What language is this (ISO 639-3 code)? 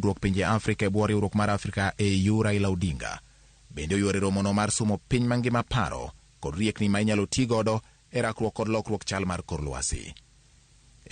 luo